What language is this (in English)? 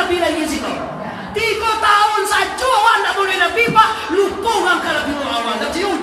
Minangkabau